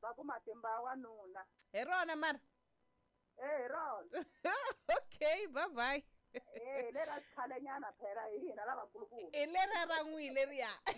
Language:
Tsonga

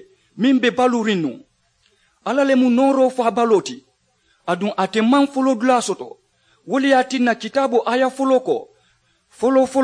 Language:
Mandingo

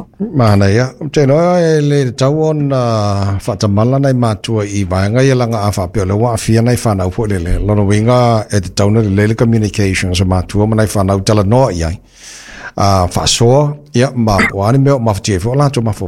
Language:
Samoan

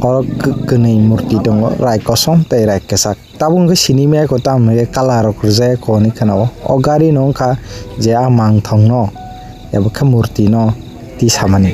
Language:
Kok Borok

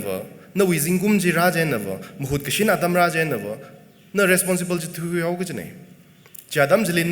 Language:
Tangkhul Naga (India)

